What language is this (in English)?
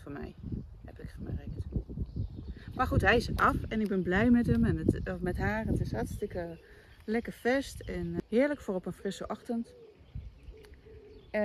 Dutch